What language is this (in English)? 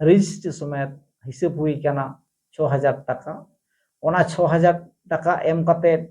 Santali